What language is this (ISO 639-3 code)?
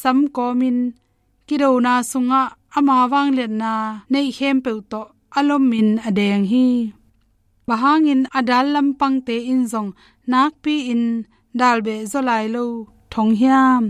ctd